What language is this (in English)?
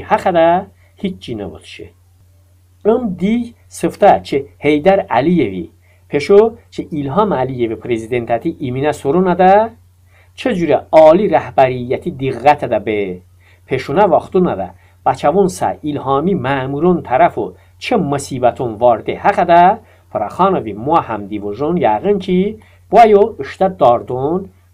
Talysh